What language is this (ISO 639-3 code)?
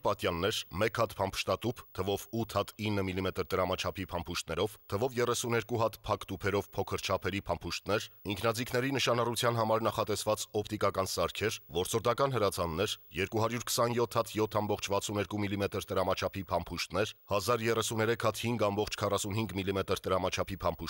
hye